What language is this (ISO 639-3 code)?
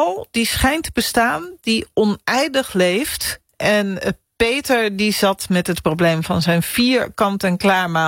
nld